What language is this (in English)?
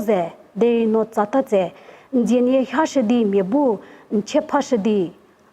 Angami Naga